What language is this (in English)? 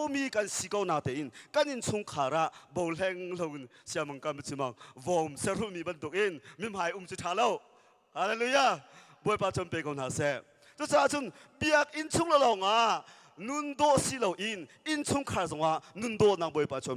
Hakha Chin